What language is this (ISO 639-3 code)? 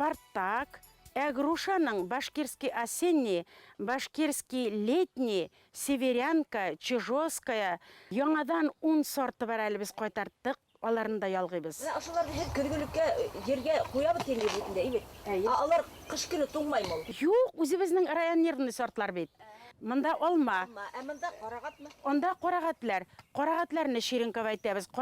bak